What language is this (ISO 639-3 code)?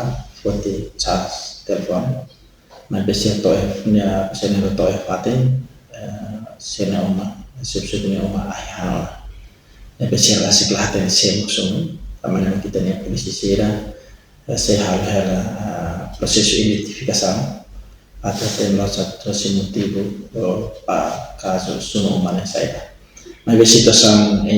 tet